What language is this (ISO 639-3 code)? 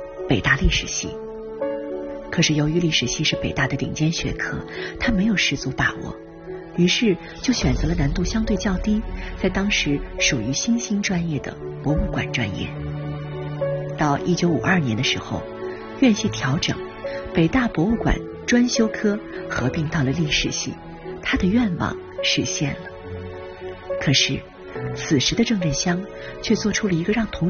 zho